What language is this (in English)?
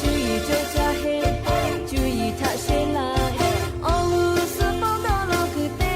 Lahu